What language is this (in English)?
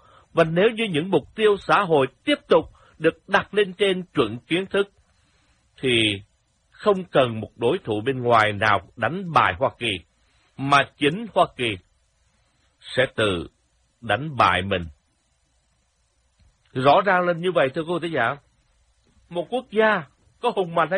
Vietnamese